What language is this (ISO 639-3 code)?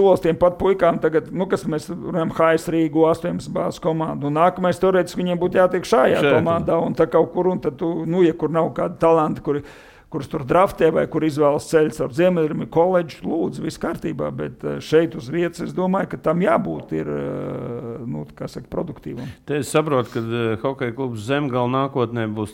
lav